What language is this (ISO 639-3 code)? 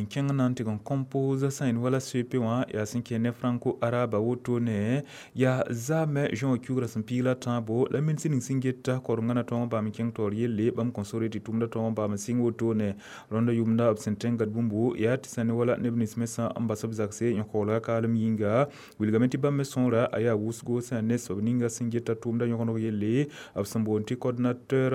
mos